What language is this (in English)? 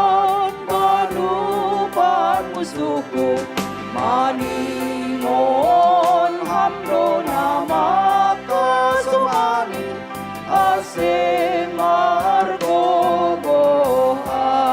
Batak Simalungun